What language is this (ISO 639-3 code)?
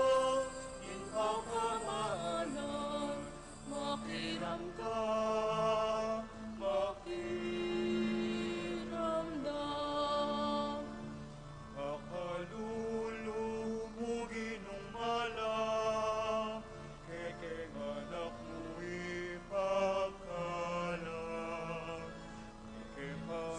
pam